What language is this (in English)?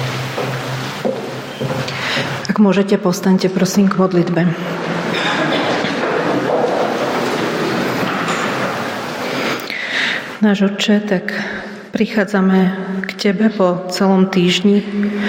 Slovak